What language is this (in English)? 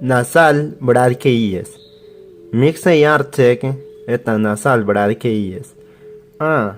Bribri